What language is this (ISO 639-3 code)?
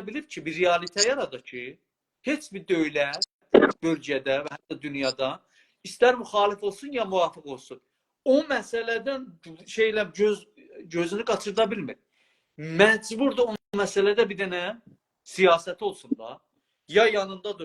azb